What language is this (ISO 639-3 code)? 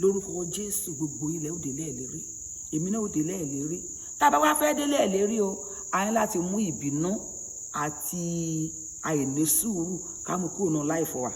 yor